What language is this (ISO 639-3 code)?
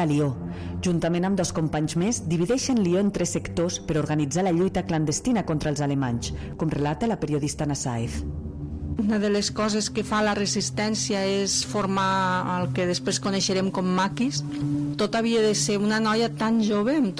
cat